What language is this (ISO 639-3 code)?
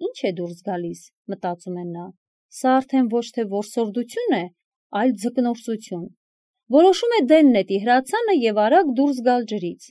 hye